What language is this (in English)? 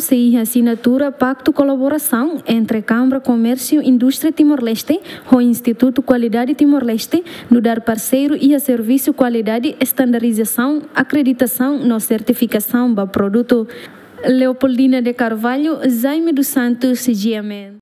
Tetum